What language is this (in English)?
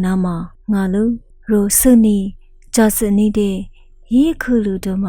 Lisu